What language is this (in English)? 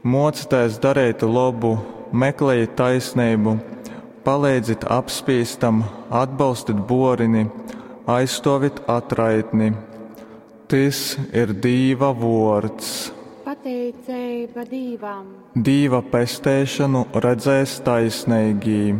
Latgalian